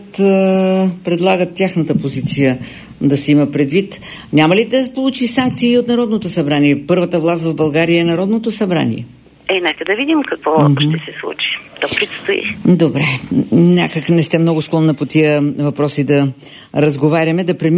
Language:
Bulgarian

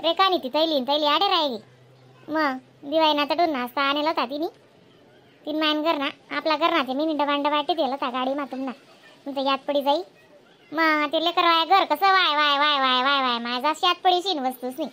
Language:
Khandesi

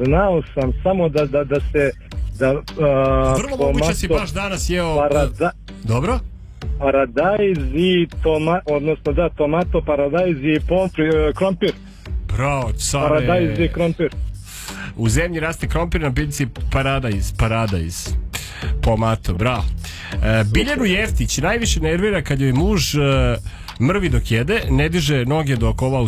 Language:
Serbian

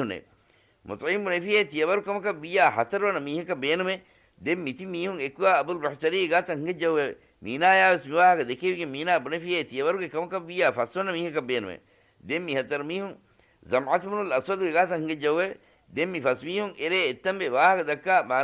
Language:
Divehi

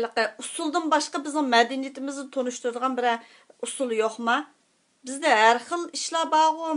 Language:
Uyghur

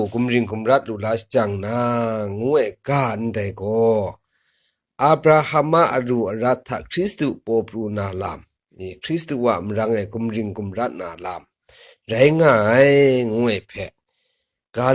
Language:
Kachin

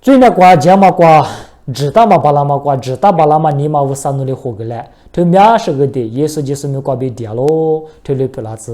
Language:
Lisu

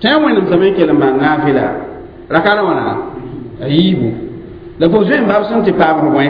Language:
Mossi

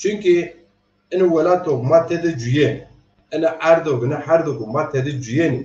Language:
Zaza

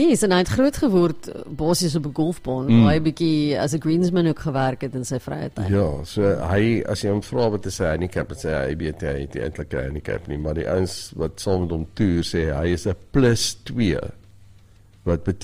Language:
Afrikaans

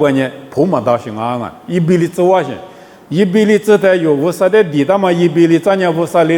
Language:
Lisu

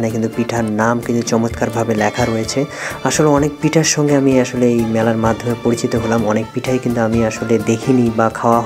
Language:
Bangla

